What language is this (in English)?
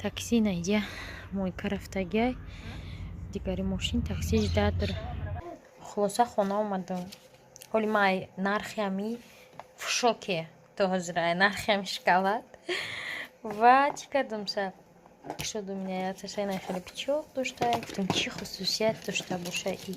Tajik